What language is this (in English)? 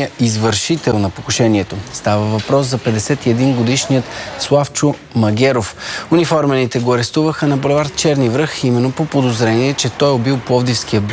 Bulgarian